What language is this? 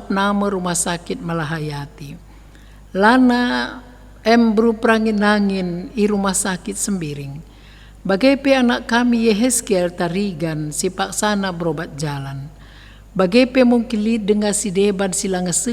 Batak Karo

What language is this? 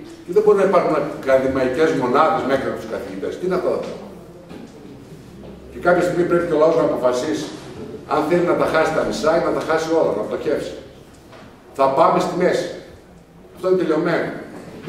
Greek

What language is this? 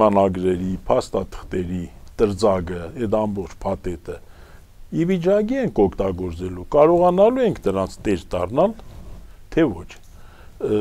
Armenian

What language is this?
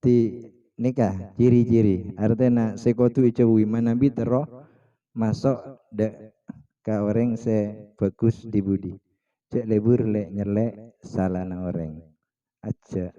Madurese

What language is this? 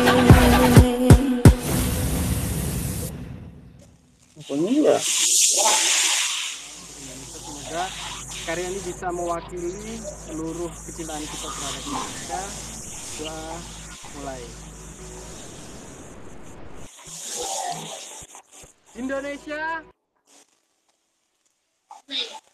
Indonesian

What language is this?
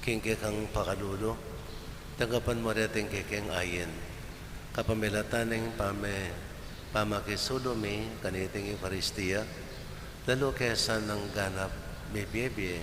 Pampanga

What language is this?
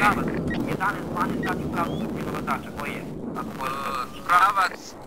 Croatian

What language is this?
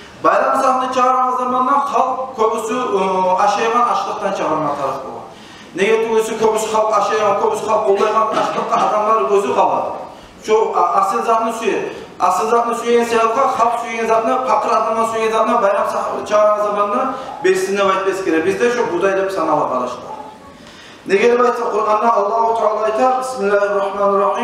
Kumyk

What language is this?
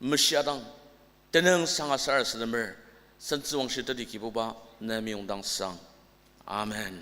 Ao Naga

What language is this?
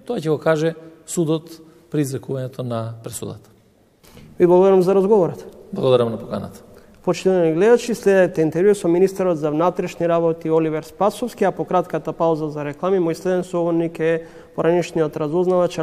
Macedonian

